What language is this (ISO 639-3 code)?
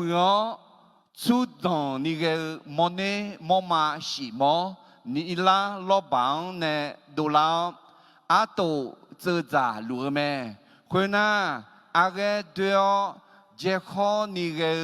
ahk